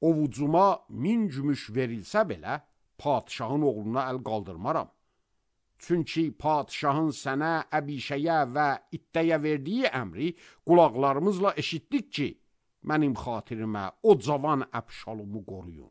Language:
Azerbaijani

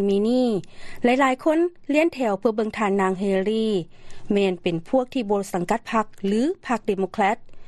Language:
Lao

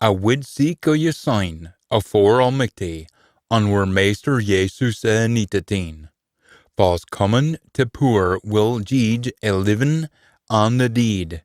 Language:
Scots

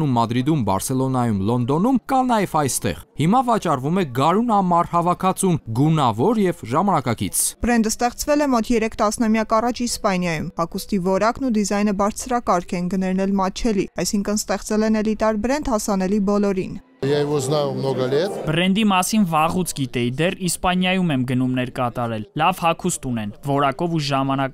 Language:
Armenian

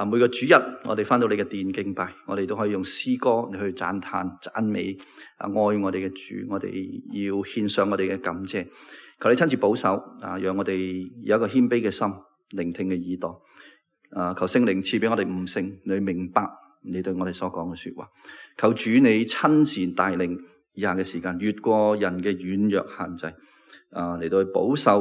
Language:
Cantonese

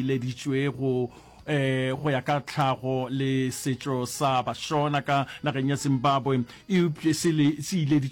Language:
Northern Sotho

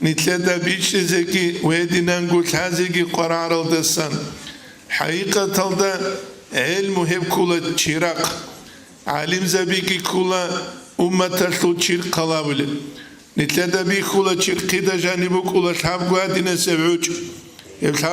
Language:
Avaric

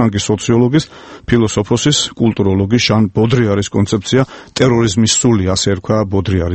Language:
Georgian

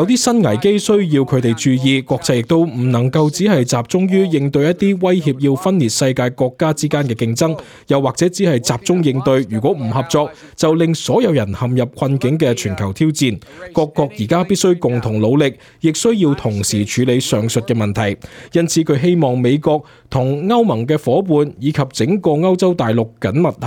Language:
Cantonese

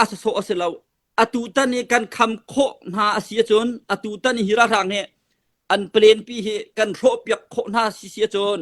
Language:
Hakha Chin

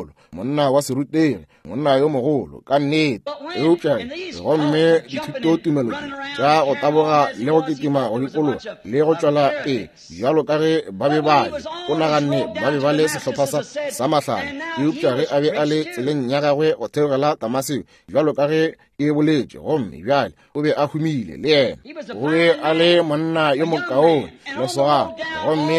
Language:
Northern Sotho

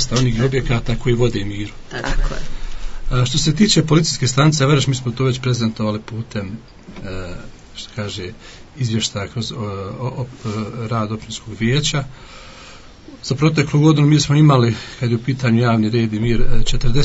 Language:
Bosnian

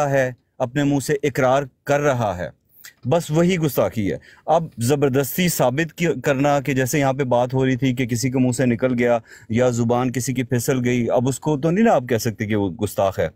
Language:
Urdu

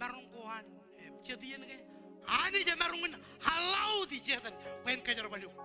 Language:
Marshallese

